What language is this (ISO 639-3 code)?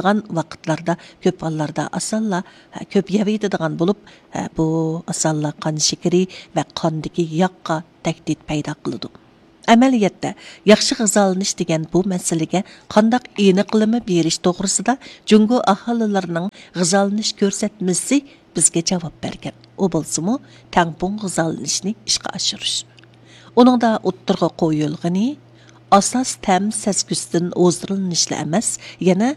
uig